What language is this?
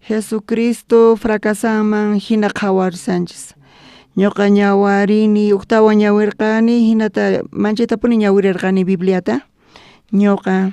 South Bolivian Quechua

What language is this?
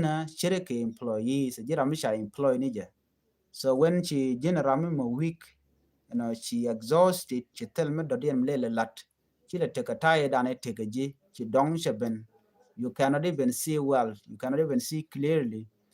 Nuer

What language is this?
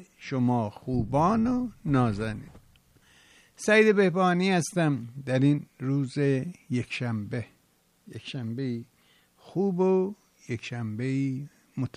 Persian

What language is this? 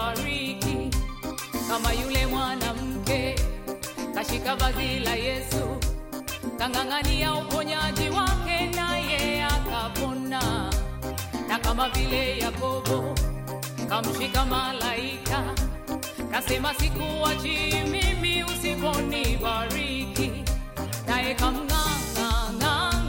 Swahili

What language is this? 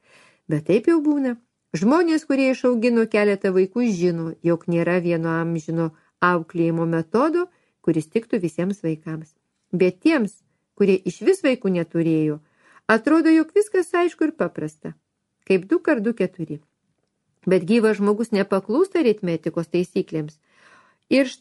Lithuanian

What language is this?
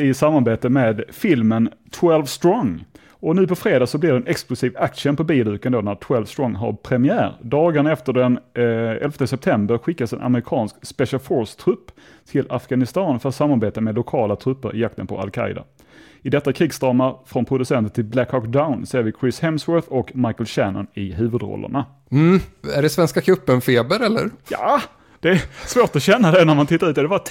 Swedish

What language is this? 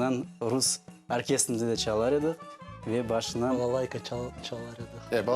Crimean Tatar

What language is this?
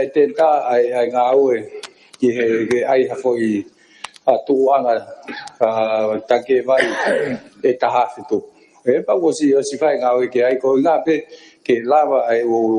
Tongan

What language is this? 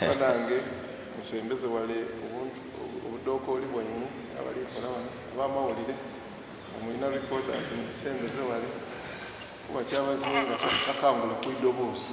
Soga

